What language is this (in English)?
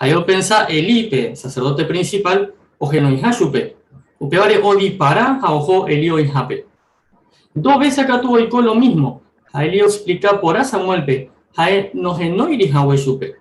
Guarani